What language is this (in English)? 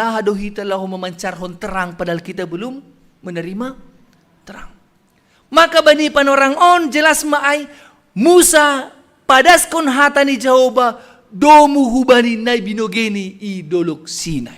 Batak Simalungun